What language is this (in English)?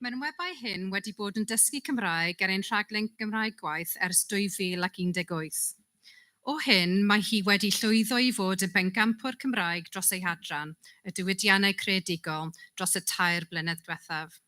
Welsh